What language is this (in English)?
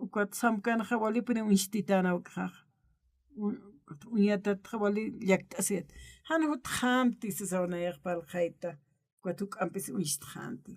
Aymara